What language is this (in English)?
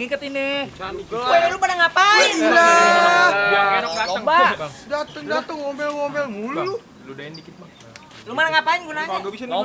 Betawi